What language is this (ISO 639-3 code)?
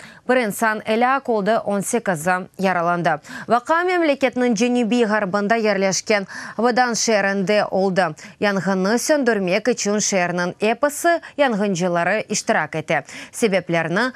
crh